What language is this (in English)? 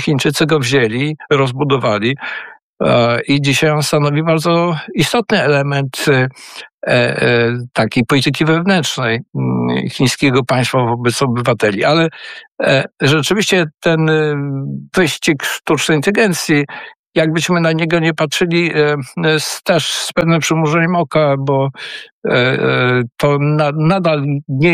Polish